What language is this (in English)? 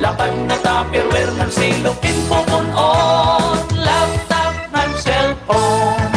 Waray